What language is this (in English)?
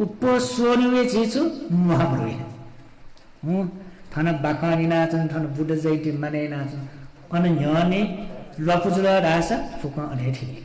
Newari